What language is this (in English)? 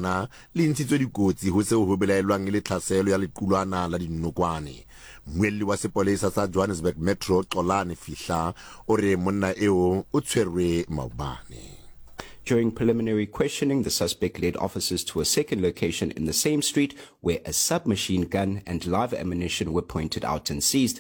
Southern Sotho